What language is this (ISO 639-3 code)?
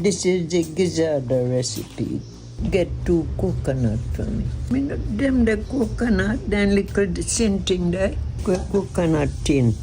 jam